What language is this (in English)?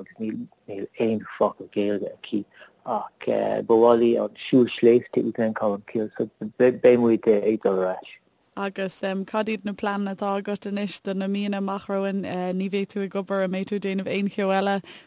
Irish